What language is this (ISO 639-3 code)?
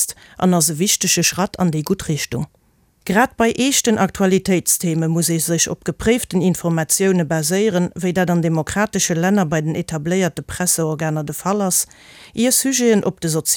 ltz